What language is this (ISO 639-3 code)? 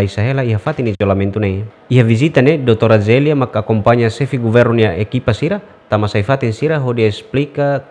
tet